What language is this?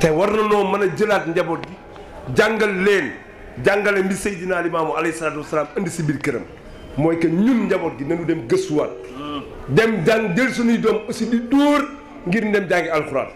Wolof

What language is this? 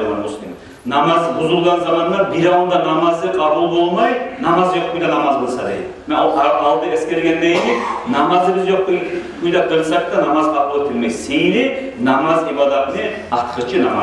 Kumyk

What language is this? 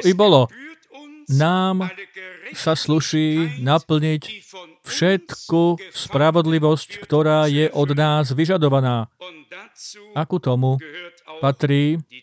Slovak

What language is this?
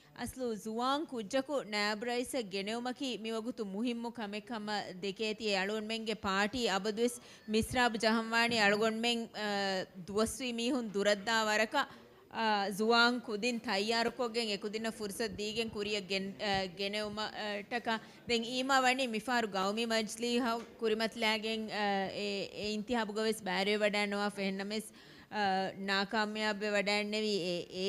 Divehi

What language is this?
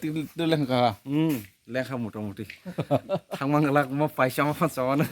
Kok Borok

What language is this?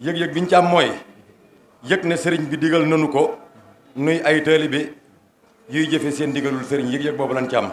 Wolof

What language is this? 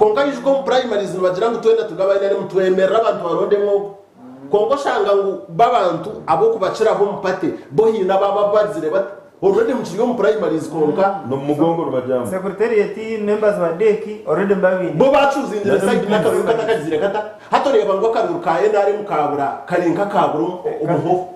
Nyankole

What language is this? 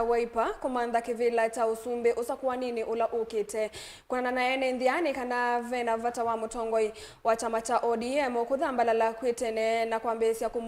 Kamba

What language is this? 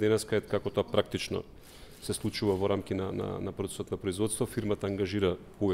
Macedonian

